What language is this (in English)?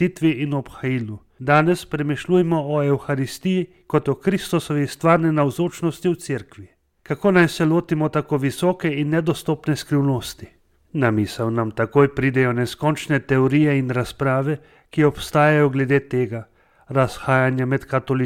Slovenian